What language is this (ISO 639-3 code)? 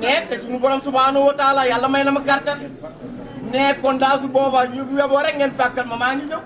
wol